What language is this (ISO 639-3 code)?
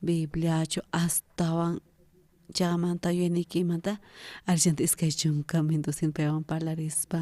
quh